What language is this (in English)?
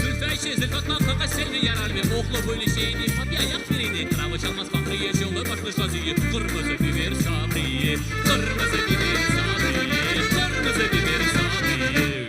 Crimean Tatar